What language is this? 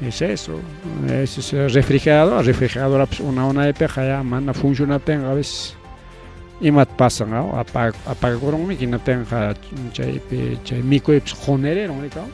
Ayacucho Quechua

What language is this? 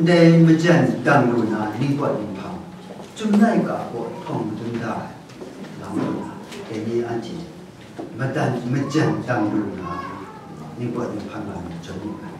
Kachin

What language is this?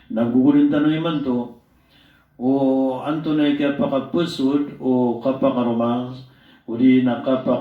Maranao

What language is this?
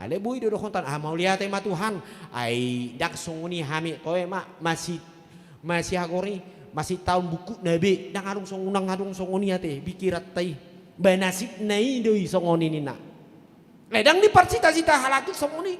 Batak Toba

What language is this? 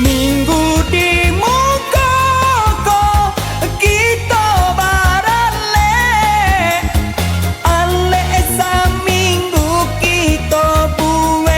Minangkabau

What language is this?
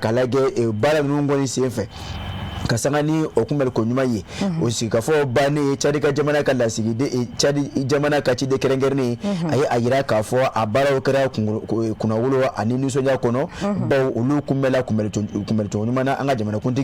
Bambara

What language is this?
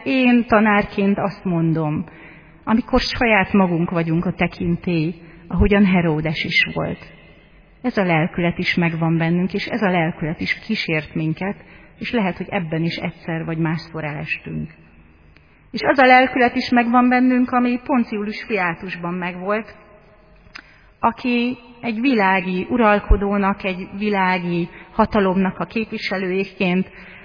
Hungarian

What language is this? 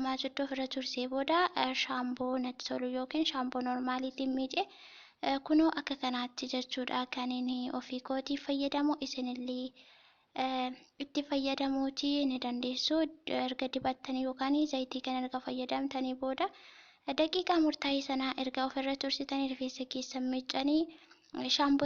Oromo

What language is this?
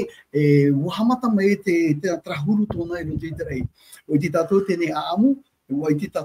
Tahitian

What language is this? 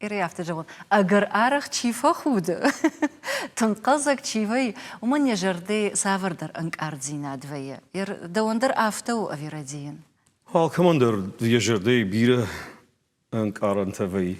Ossetic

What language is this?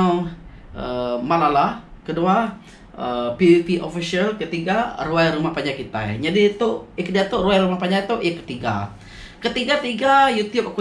Iban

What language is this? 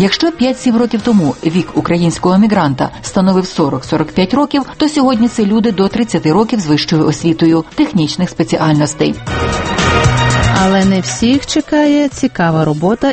Ukrainian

